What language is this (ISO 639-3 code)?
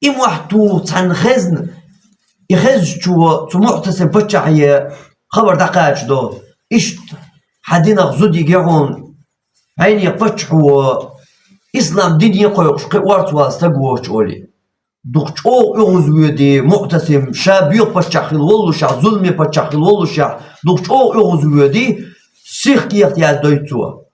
che